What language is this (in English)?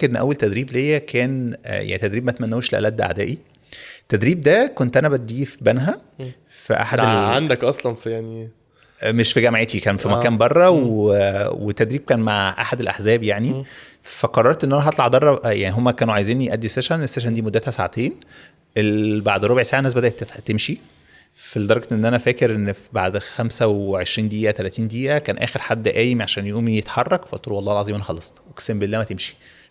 Egyptian Arabic